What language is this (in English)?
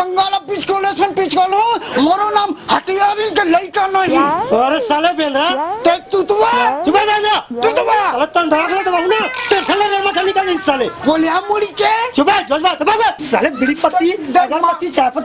Chhattisgarhi